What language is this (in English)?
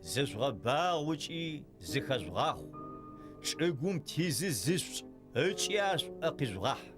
Adyghe